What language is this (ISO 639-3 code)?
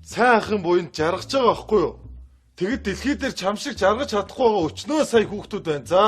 mon